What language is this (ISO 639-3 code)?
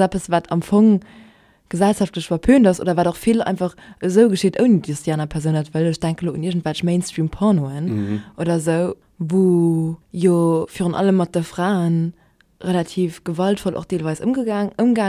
ltz